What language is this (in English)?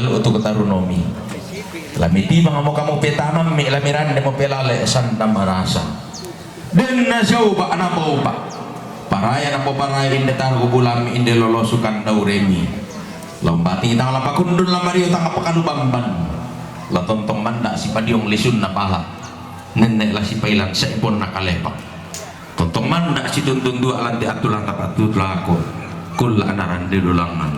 Toraja-Sa'dan